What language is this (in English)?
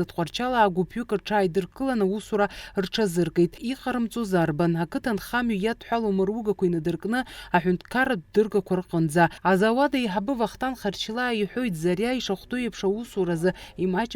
Abkhazian